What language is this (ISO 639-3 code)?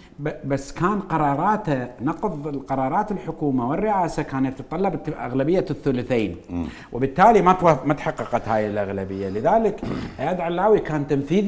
acm